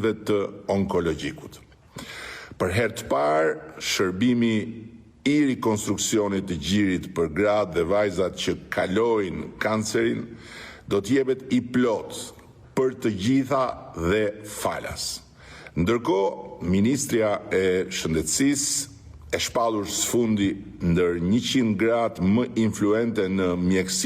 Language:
Albanian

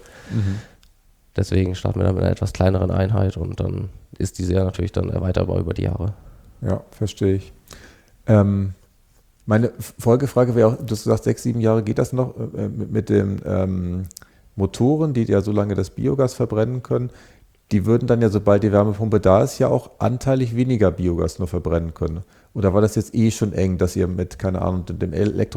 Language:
German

